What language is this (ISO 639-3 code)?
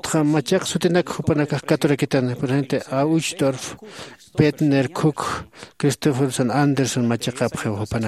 aym